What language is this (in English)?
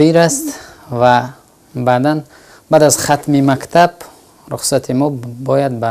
Tajik